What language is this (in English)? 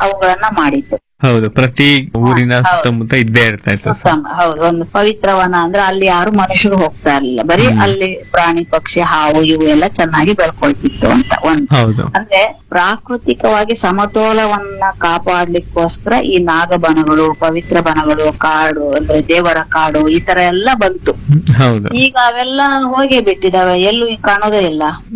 Kannada